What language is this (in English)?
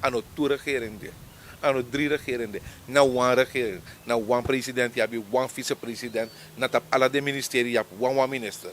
Sranan Tongo